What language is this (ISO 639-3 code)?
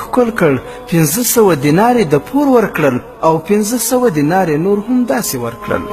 pus